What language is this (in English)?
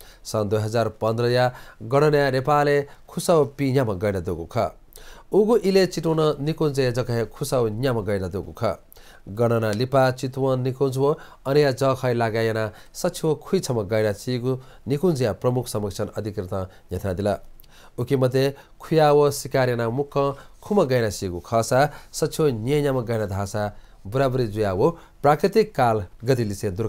Newari